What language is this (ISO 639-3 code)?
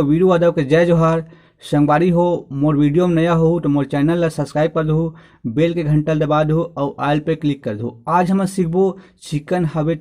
hne